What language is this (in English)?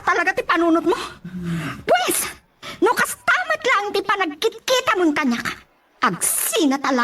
Iloko